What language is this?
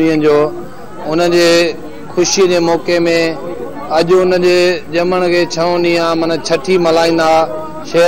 Sindhi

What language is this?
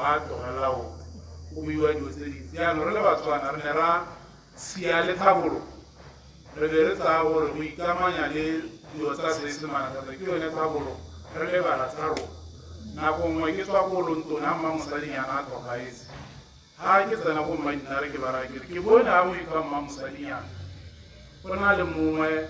Tswana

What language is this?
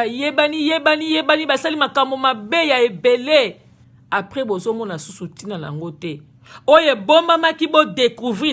Lingala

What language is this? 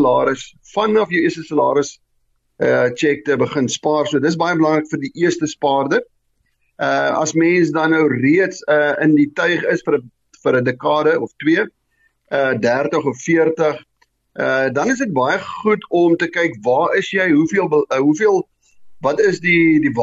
Afrikaans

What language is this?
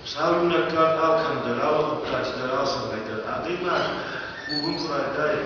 Ossetic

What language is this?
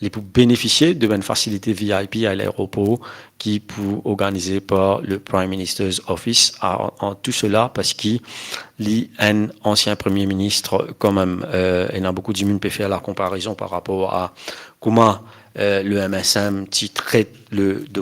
Morisyen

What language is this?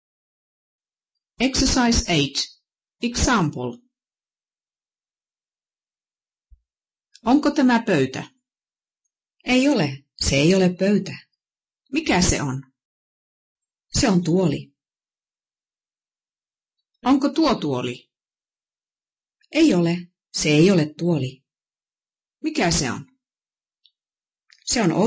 Finnish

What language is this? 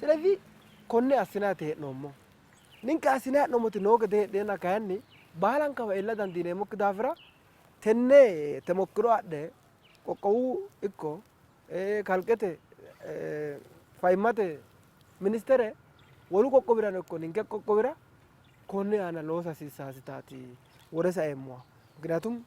Sidamo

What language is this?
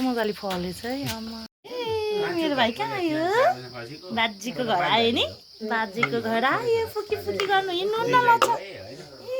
Nepali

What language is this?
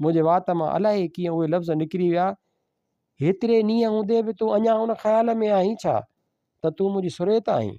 Sindhi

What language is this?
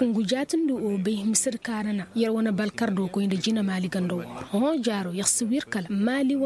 Koyraboro Senni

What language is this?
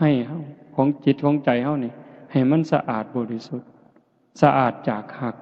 Northeastern Thai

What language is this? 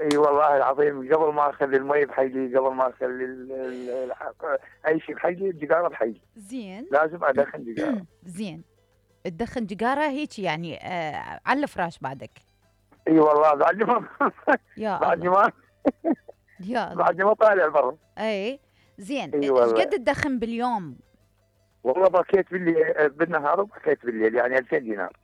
Mesopotamian Arabic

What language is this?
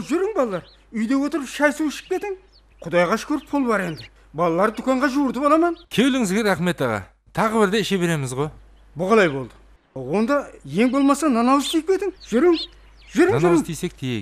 Kara-Kalpak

